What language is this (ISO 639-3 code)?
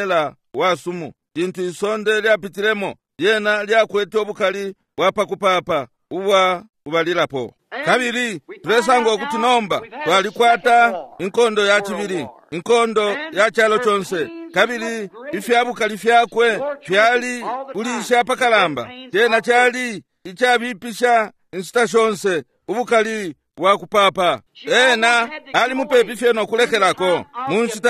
bem